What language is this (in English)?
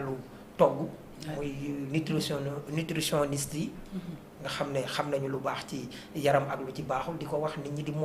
Wolof